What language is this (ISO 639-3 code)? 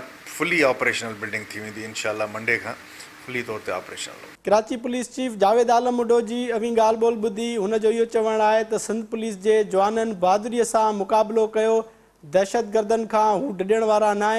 snd